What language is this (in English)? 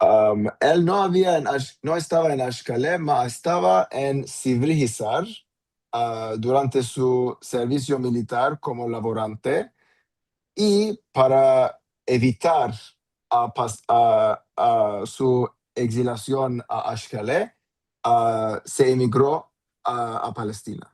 Ladino